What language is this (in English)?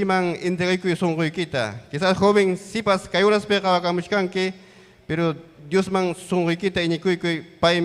Ayacucho Quechua